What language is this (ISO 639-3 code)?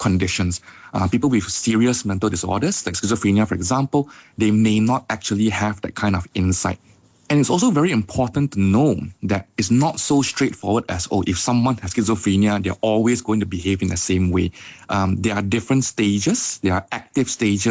eng